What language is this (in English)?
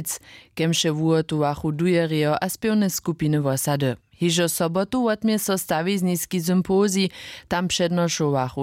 Upper Sorbian